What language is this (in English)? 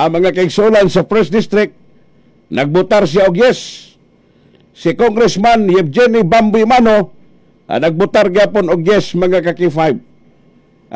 Cebuano